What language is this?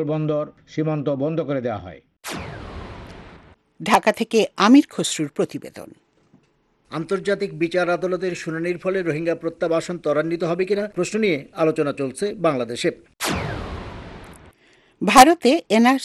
Bangla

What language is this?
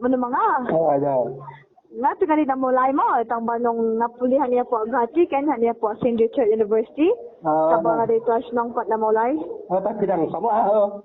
Khasi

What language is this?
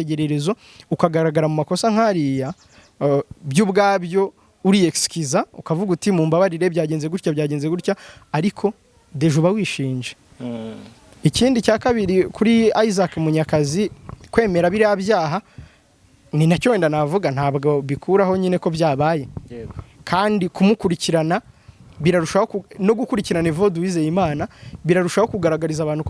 Kinyarwanda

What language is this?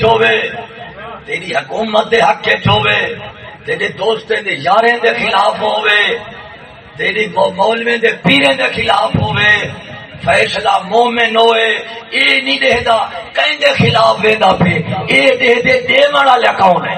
Saraiki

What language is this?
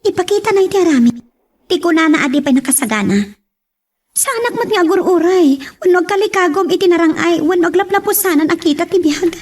Iloko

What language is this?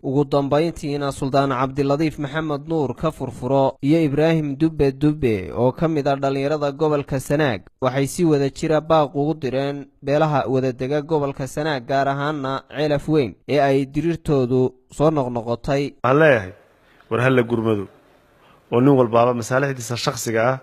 Somali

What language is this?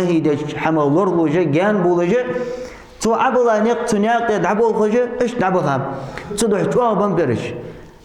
Ingush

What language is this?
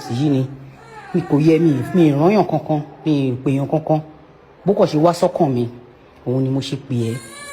Yoruba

